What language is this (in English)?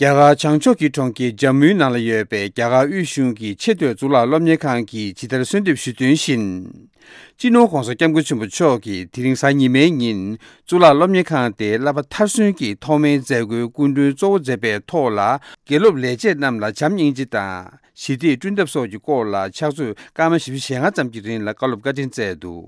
Tibetan